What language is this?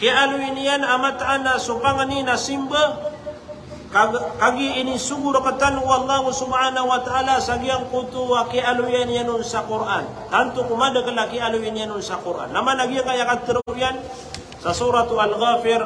Maranao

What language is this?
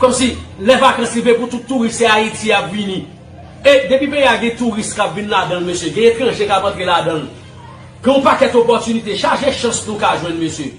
Haitian Creole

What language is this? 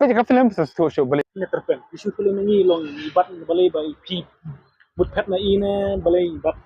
Khasi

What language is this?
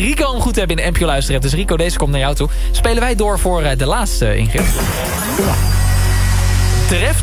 Dutch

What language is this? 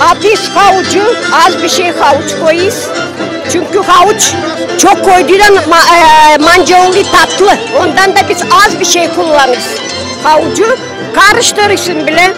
Gagauz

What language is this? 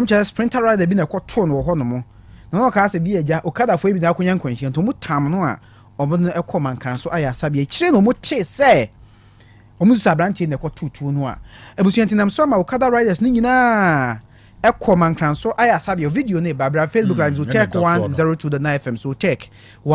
Akan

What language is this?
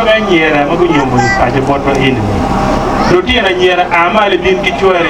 Acoli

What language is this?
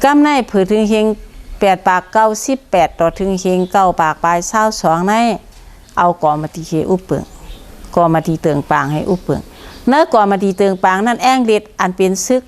Shan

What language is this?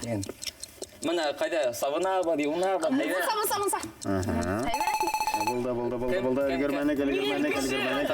Bashkir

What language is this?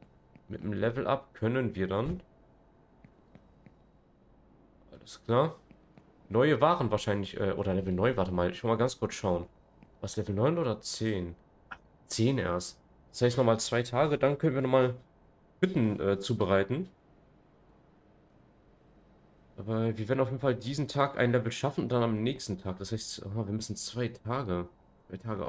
German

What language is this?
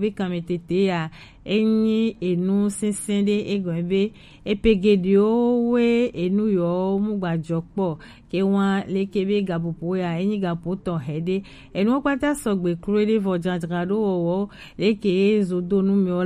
Gen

